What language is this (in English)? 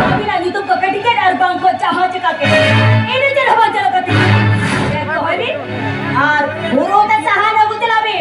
Santali